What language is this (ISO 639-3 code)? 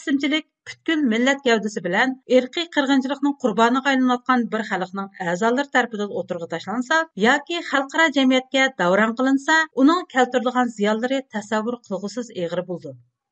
uig